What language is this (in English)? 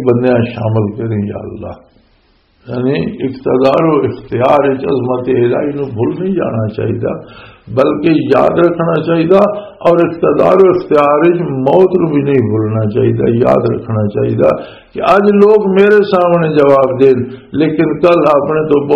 Western Panjabi